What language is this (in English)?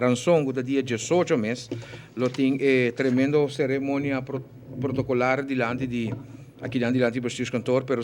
Papiamento